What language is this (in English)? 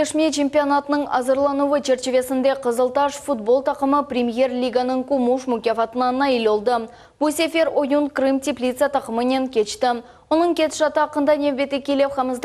Crimean Tatar